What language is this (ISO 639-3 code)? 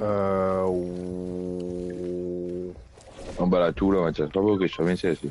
mfe